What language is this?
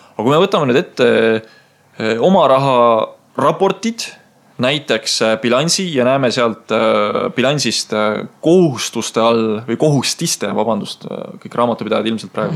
Estonian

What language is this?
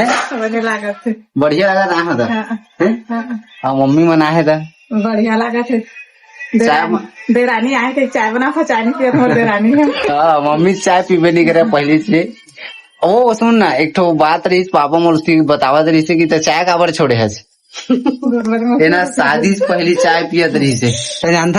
Chhattisgarhi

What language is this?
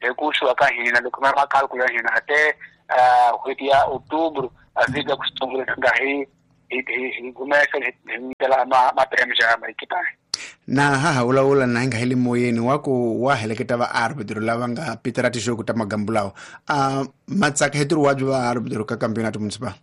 Tsonga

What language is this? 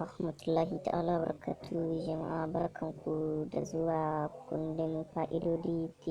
Hausa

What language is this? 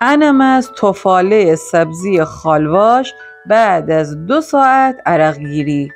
Gilaki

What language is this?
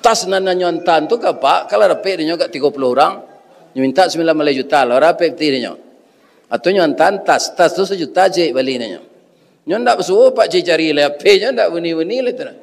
Minangkabau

